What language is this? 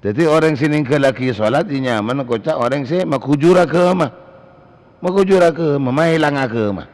Madurese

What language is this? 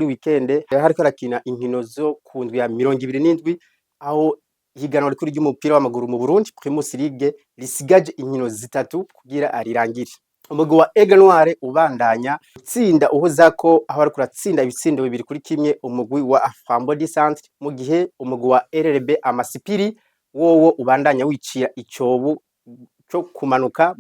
Rundi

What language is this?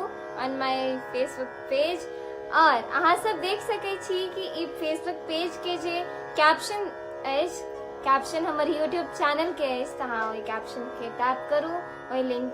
Maithili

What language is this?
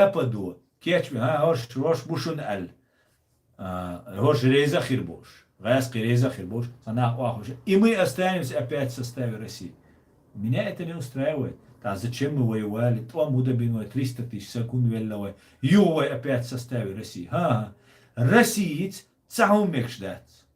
Chechen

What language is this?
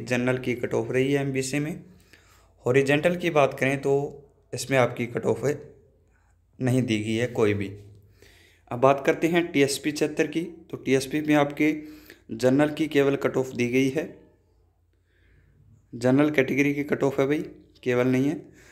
Hindi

